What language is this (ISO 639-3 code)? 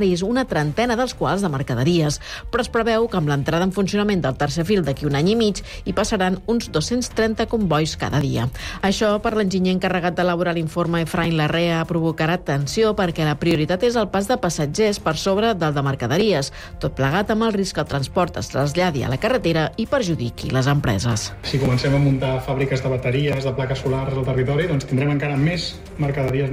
cat